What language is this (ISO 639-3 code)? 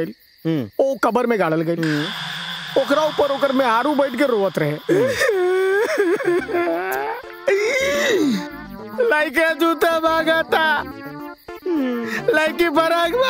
bho